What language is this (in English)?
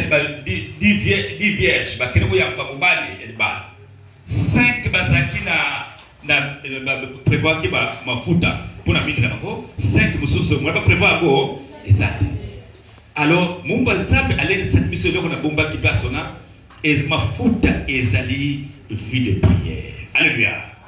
Lingala